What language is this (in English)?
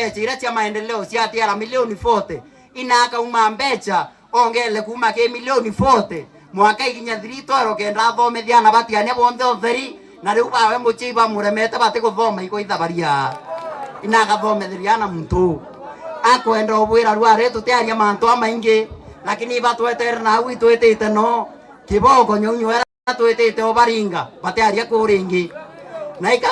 Meru